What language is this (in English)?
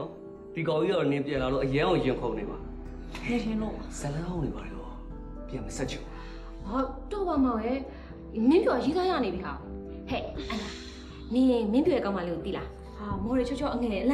Burmese